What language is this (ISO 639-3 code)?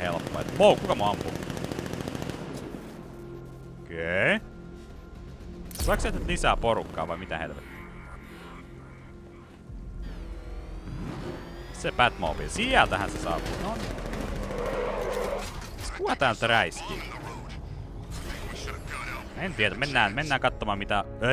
fin